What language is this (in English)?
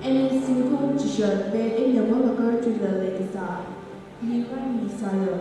Tangkhul Naga (India)